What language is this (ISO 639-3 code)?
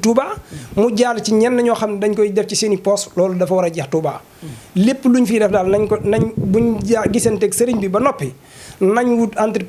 wol